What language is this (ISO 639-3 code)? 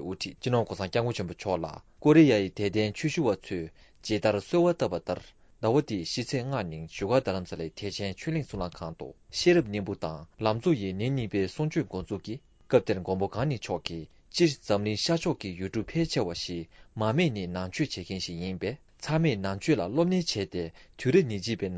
bod